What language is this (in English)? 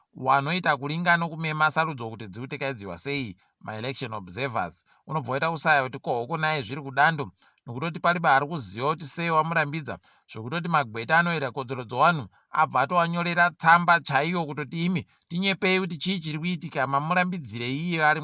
Ndau